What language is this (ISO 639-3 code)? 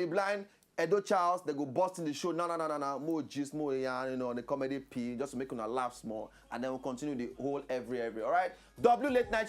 pcm